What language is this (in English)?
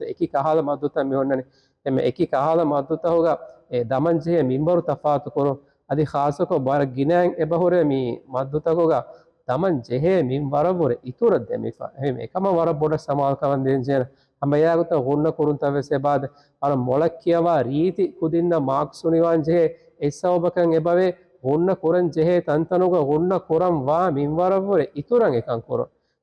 Divehi